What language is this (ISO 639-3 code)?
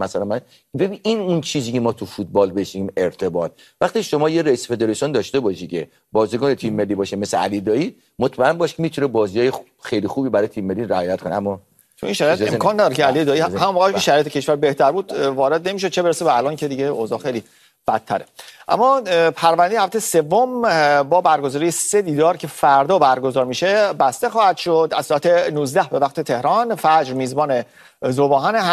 fas